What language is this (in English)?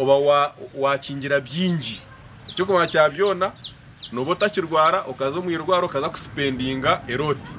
Nyankole